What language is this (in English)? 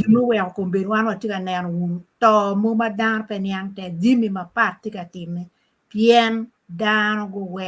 Acoli